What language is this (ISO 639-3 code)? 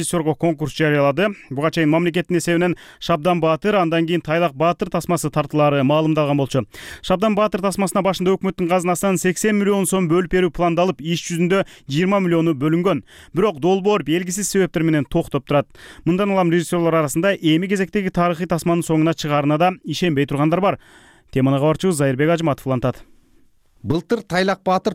kir